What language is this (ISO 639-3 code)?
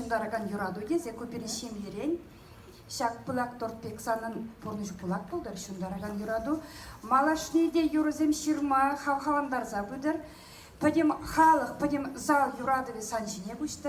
chv